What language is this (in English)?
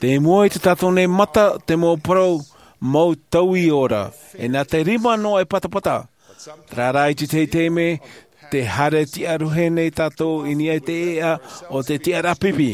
Tahitian